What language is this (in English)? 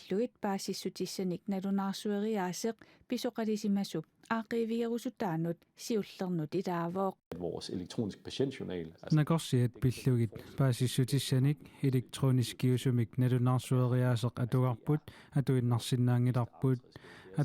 Kalaallisut